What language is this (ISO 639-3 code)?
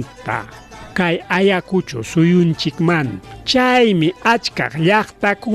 quy